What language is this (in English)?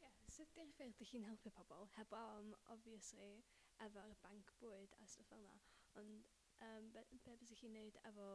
Welsh